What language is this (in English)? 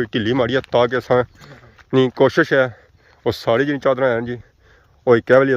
Pahari-Potwari